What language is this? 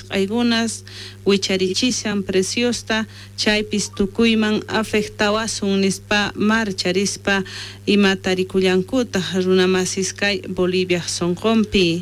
South Bolivian Quechua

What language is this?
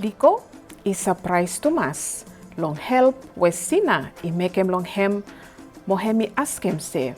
Bislama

